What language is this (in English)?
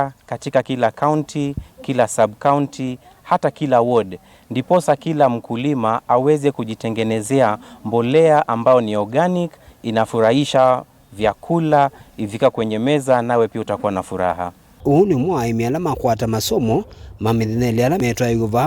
Kamba